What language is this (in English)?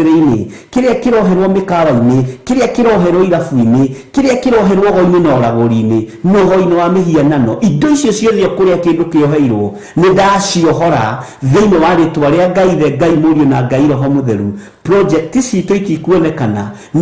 Kikuyu